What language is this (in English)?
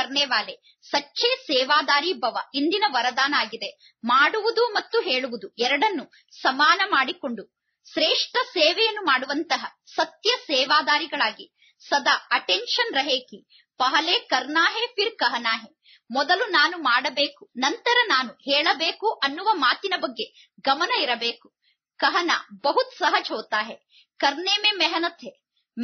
Kannada